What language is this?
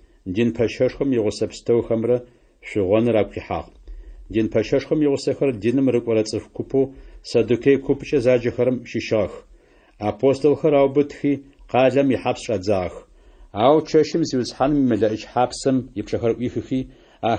Adyghe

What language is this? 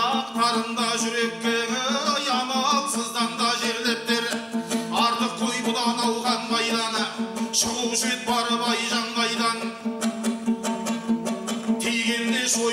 Kazakh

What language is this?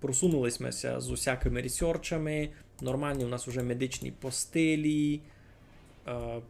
Rusyn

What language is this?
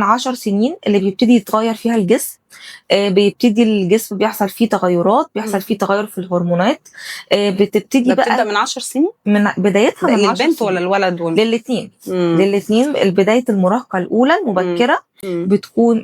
Egyptian Arabic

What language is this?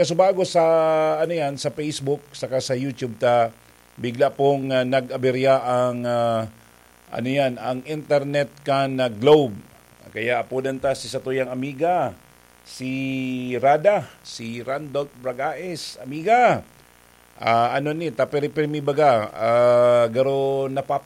Bikol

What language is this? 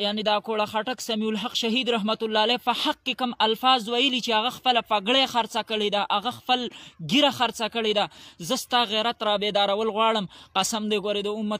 Pashto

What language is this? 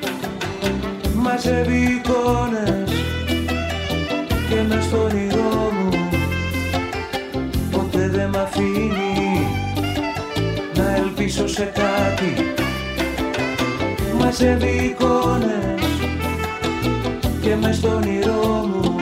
Greek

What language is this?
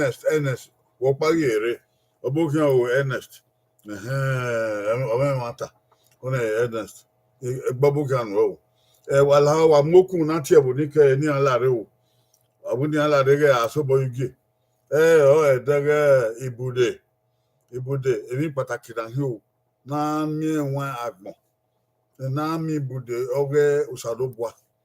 Bini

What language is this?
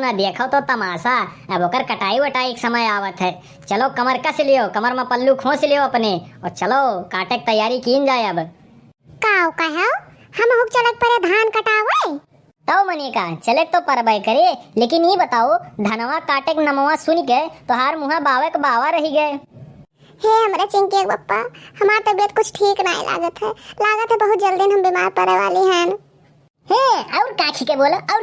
Awadhi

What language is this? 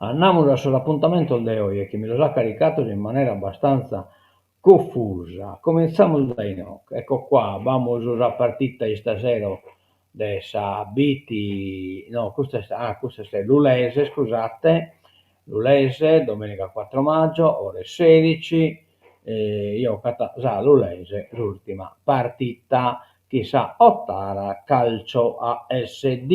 Sardinian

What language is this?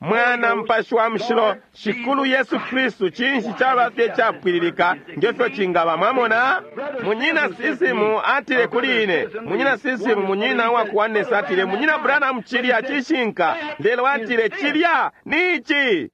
Bemba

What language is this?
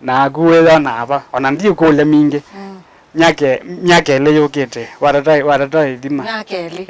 Kamba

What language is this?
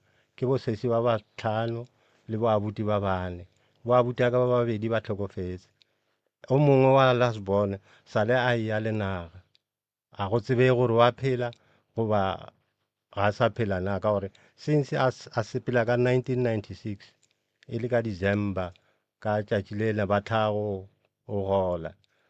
Northern Sotho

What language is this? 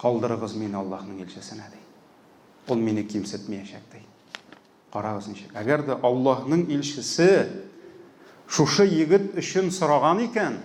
Tatar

